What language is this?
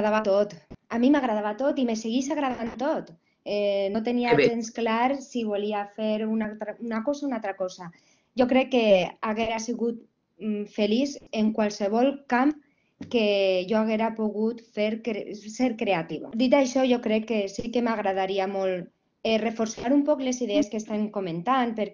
Catalan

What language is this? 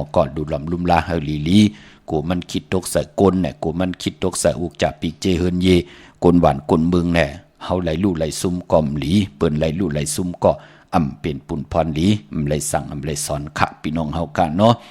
Shan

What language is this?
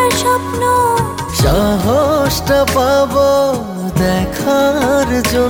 Bangla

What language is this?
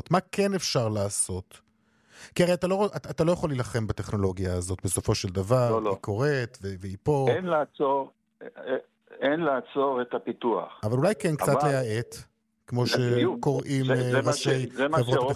Hebrew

